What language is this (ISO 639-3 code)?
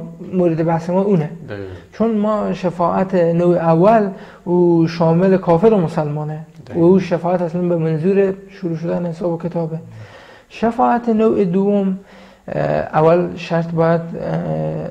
fas